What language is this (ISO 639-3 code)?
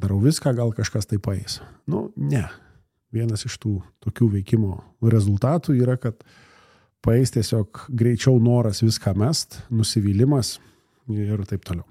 lit